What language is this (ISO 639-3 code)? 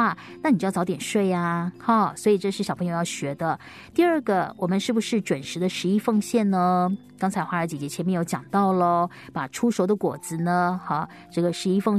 zho